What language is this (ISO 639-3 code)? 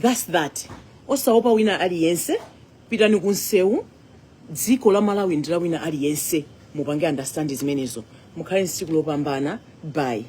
nya